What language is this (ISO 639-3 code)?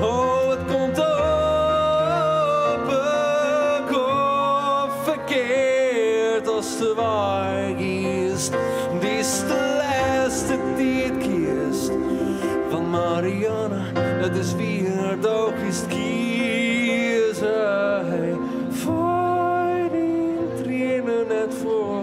fry